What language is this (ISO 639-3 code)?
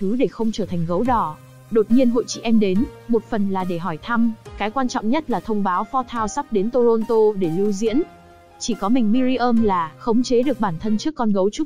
vie